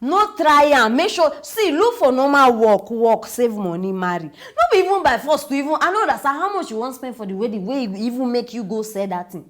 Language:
Nigerian Pidgin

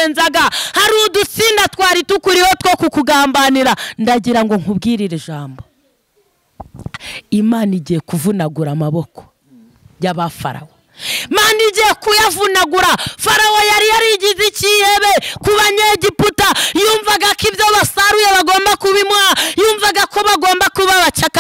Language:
Kinyarwanda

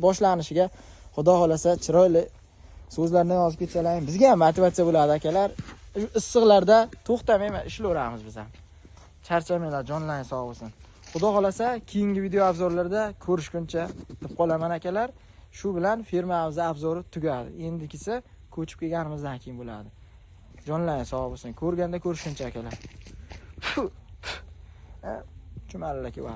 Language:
Uzbek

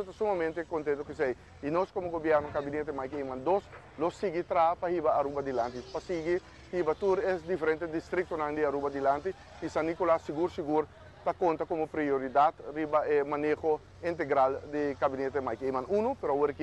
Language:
Papiamento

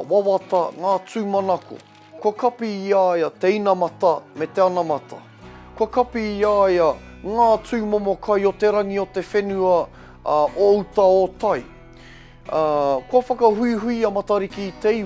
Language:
Māori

